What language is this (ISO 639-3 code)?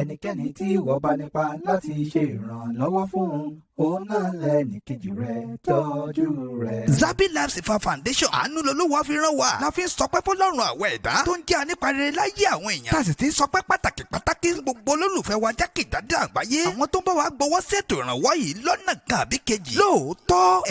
yor